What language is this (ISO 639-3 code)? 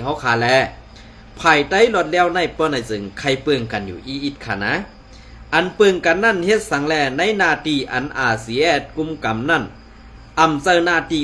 shn